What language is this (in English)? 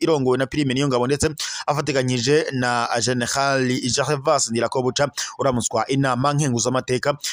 Rundi